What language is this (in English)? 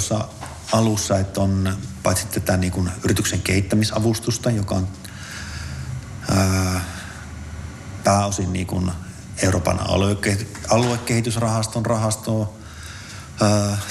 Finnish